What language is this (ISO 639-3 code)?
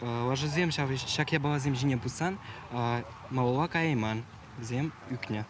chv